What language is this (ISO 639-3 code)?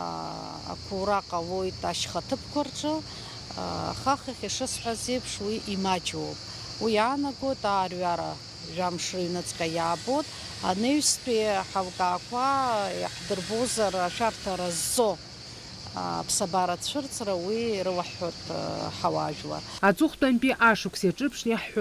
abk